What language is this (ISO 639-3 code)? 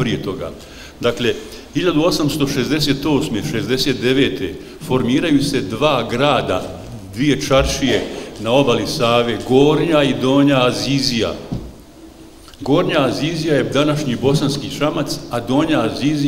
bos